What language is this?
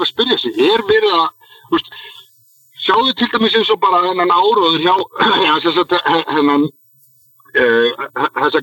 Icelandic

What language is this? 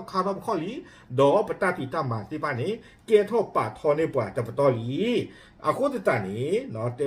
S'gaw Karen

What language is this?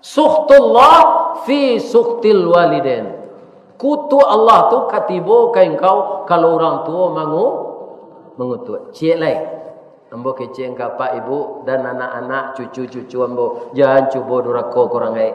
Minangkabau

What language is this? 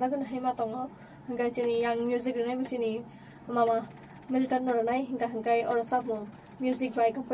Kok Borok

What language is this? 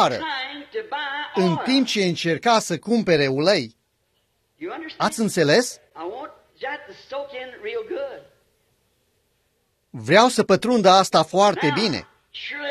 Romanian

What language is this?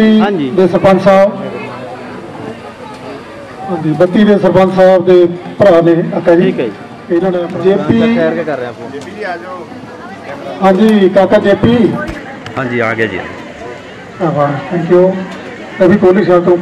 Punjabi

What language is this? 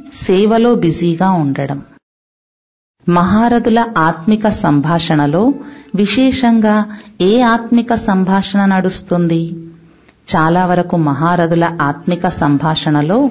Telugu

